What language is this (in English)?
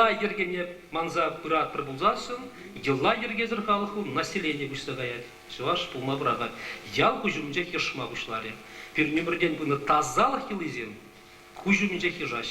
Chuvash